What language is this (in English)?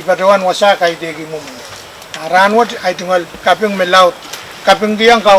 Pohnpeian